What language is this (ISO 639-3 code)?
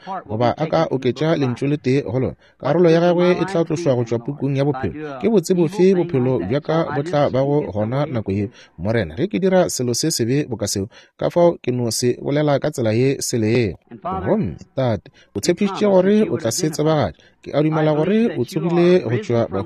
nso